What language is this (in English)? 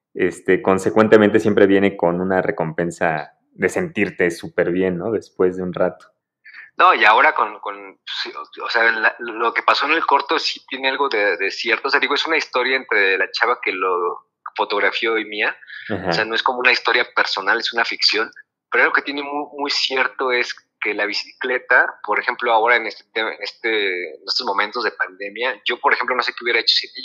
Spanish